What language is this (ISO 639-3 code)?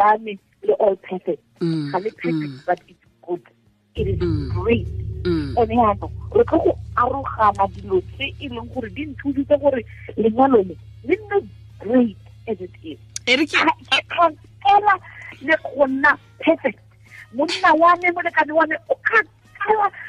tsn